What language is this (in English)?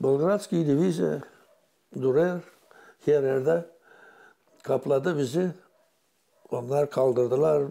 Gagauz